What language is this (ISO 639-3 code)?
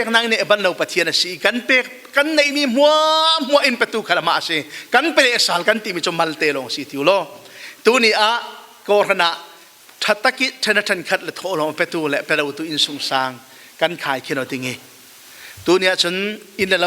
cfm